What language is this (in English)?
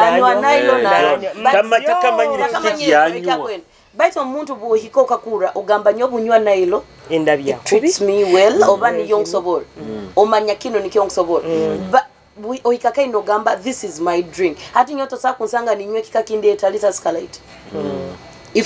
Nyoro